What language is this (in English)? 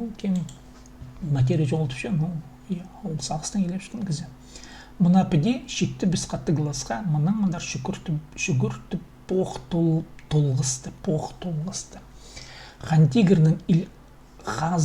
Khakas